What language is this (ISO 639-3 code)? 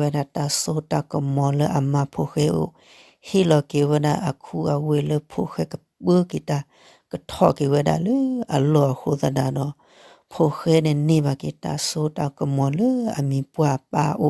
ksw